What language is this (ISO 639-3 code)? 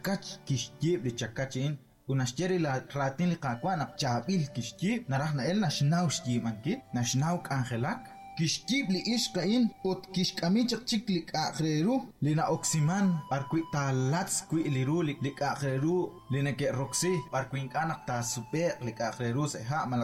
kek